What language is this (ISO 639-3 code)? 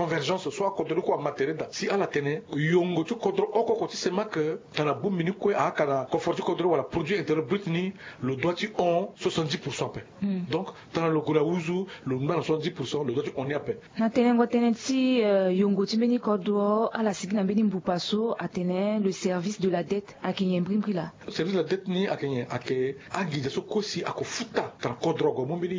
sag